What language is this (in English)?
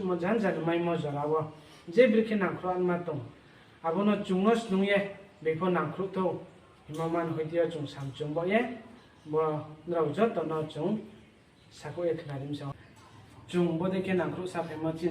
Riang (India)